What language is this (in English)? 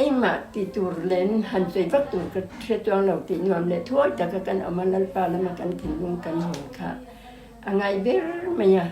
Mizo